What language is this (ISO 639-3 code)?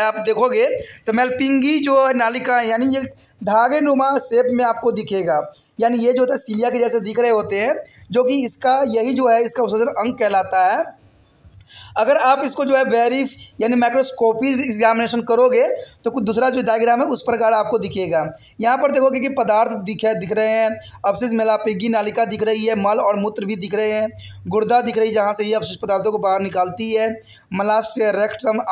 hin